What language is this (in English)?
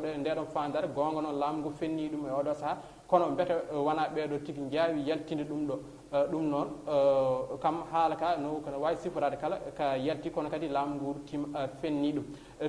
Fula